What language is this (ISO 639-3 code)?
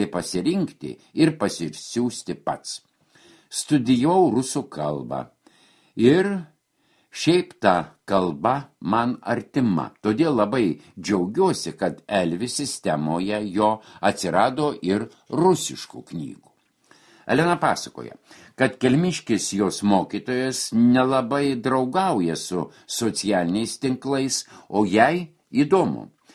lit